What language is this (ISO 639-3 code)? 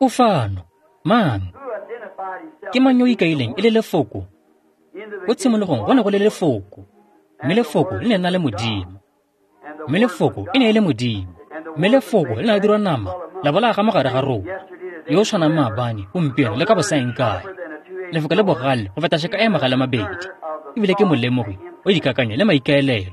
tsn